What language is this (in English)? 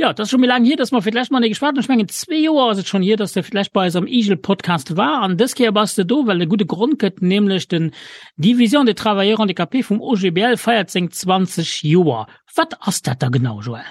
Luxembourgish